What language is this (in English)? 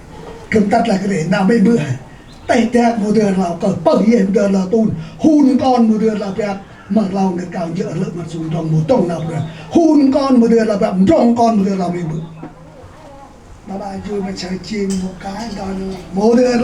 Central Mnong